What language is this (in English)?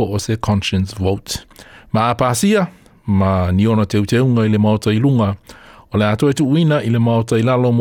Samoan